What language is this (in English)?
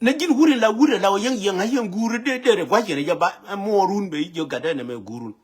Nuer